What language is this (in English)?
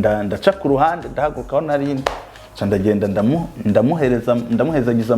Rundi